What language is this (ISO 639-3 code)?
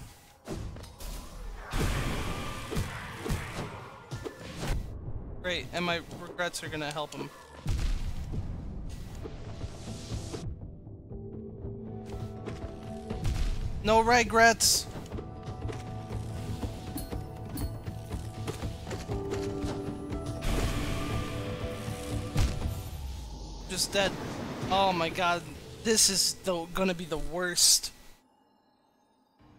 eng